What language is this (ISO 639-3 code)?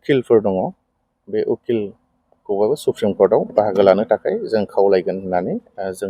brx